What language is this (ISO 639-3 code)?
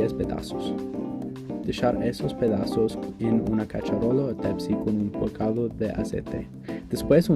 lad